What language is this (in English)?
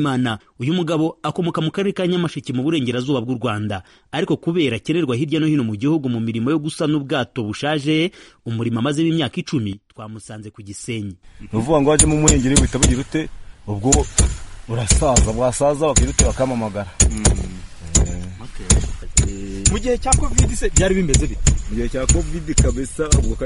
Kinyarwanda